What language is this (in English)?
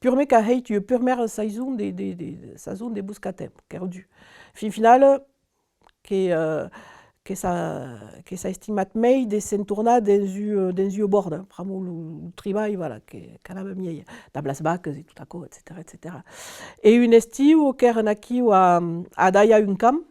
Occitan